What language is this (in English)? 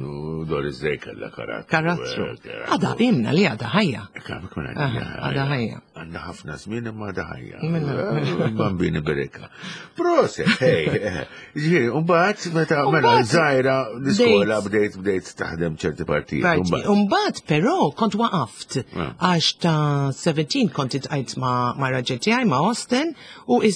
Maltese